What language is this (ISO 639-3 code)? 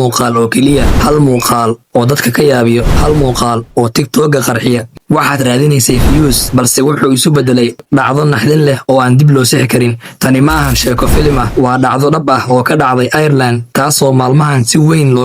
som